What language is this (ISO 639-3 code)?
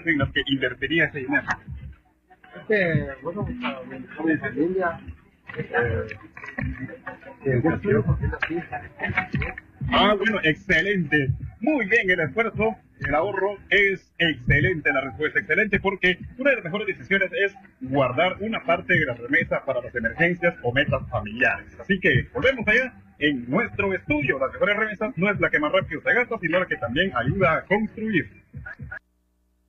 spa